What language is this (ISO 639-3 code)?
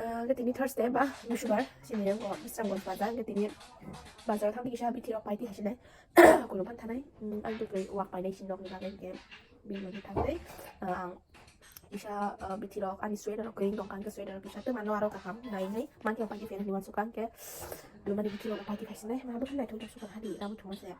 trp